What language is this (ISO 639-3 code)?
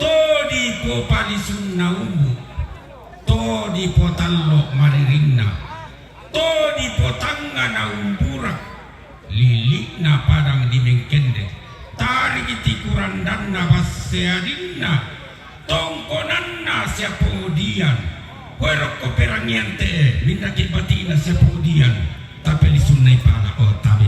sda